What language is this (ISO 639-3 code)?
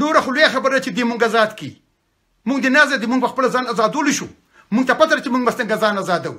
pus